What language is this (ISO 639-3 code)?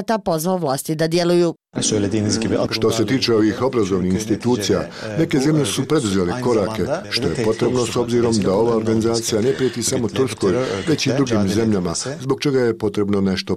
bos